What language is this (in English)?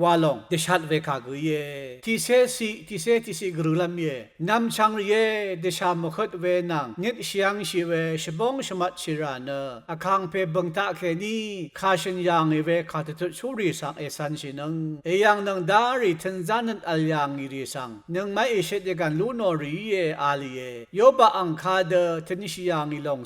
Rawang